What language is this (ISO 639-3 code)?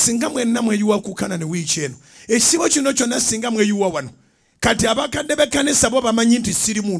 lug